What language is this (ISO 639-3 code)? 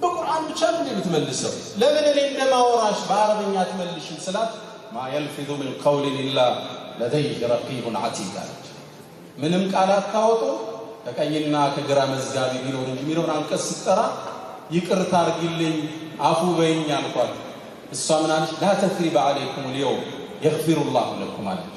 amh